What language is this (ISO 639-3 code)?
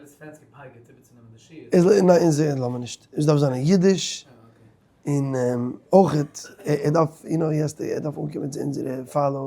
yid